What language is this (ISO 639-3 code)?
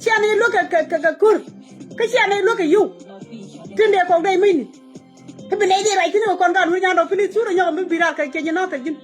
nus